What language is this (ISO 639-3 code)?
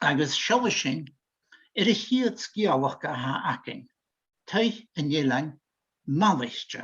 gla